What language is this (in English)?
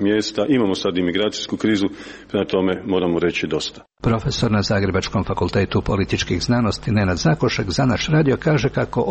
Croatian